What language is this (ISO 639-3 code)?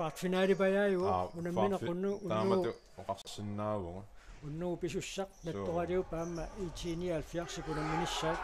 kal